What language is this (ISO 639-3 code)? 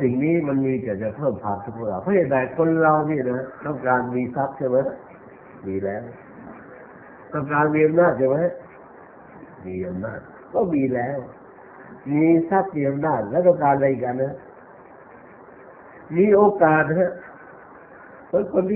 tha